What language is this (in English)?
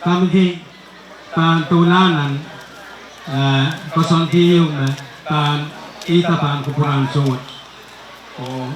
Pohnpeian